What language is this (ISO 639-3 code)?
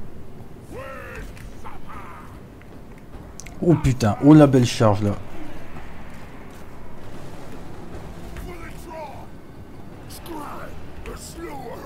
fra